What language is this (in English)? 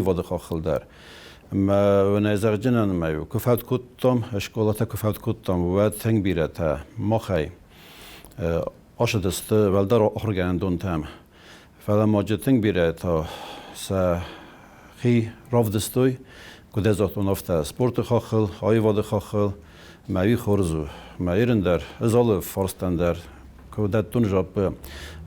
Ossetic